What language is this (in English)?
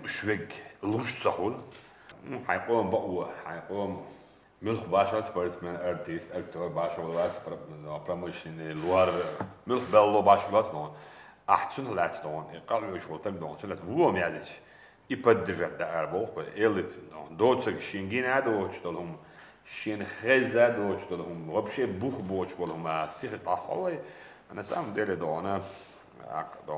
Chechen